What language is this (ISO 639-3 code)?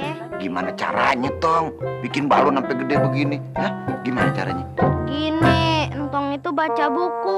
bew